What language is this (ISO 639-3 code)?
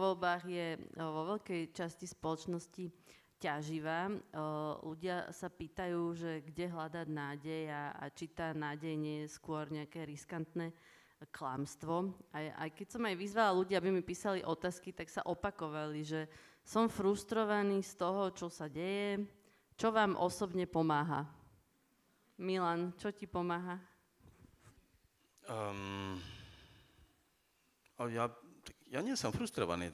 slk